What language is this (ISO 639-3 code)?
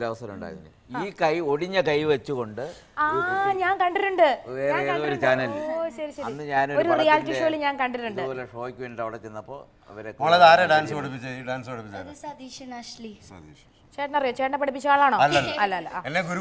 mal